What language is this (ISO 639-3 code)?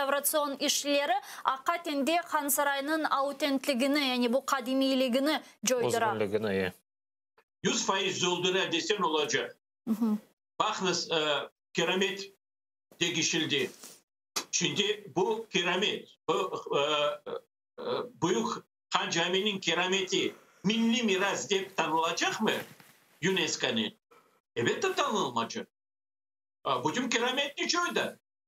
crh